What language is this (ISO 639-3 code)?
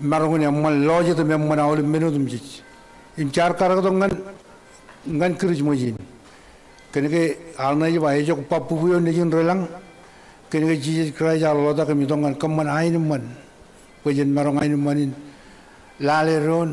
mah